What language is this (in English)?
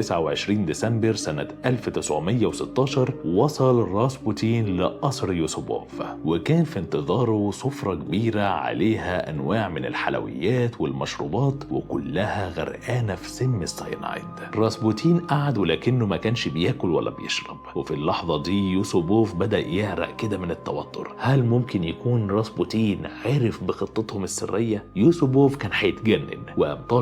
Egyptian Arabic